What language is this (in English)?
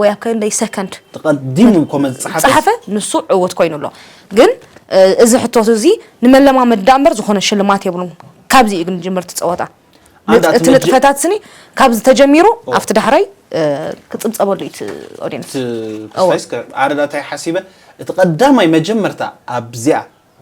Tigrinya